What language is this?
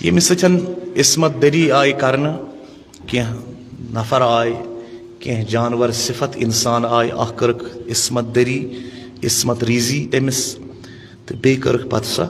Kashmiri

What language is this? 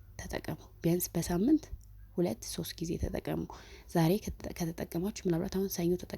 Amharic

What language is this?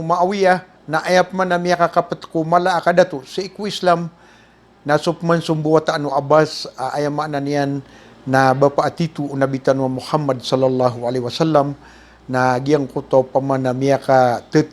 Maranao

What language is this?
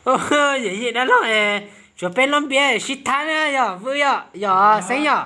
Hmong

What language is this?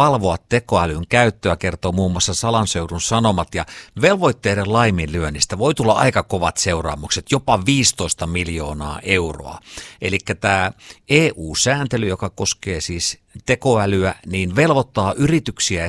Finnish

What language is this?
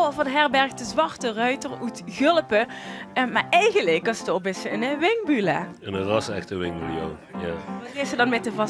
Limburgish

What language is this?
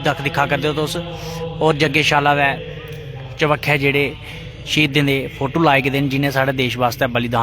Dogri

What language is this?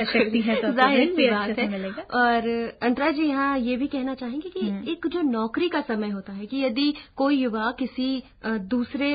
Hindi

